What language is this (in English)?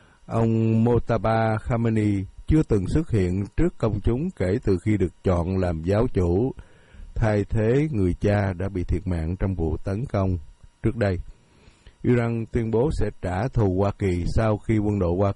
Vietnamese